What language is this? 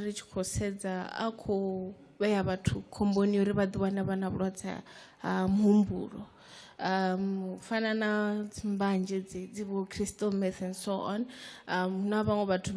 Venda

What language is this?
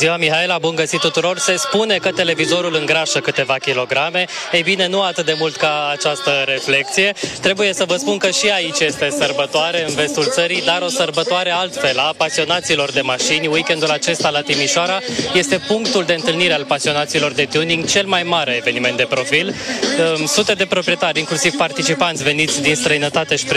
Romanian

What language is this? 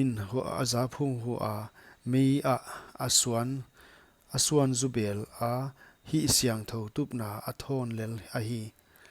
Paite Chin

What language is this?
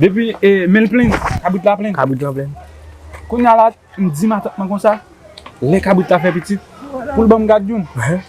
Haitian Creole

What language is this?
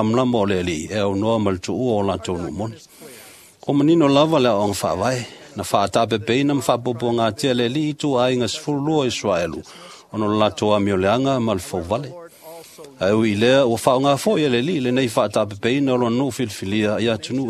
Samoan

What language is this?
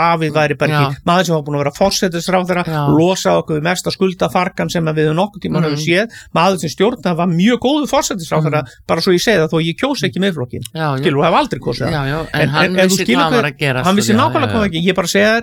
Icelandic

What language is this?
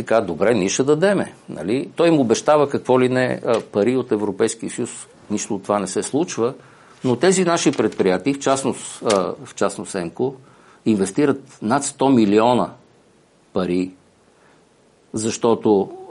Bulgarian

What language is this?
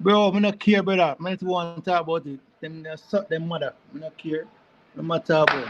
Jamaican Creole English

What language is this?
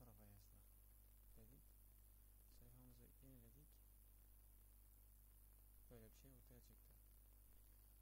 Turkish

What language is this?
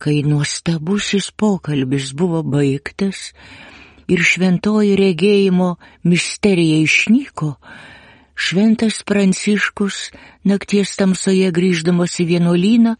Lithuanian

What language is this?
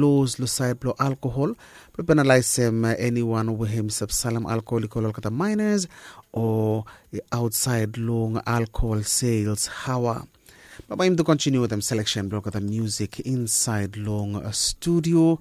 Bislama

